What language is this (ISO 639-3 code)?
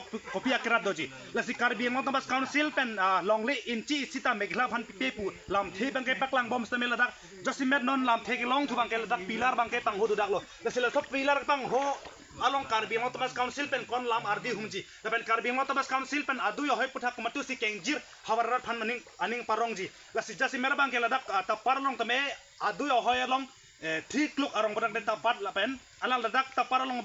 mjw